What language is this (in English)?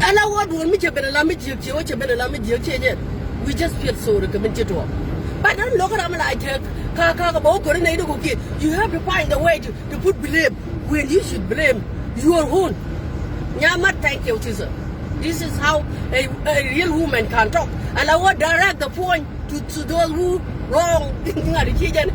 Nuer